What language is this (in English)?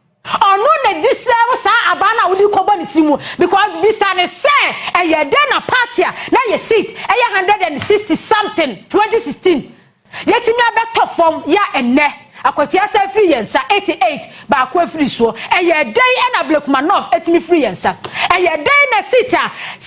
Akan